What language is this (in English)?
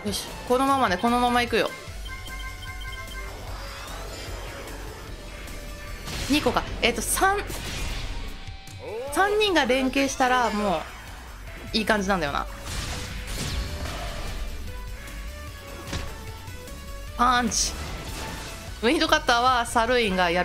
Japanese